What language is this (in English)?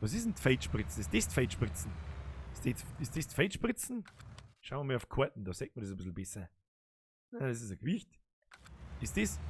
Bavarian